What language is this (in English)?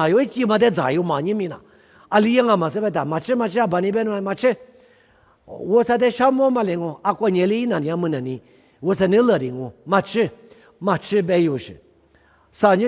Lisu